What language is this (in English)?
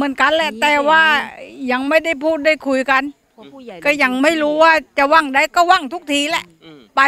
Thai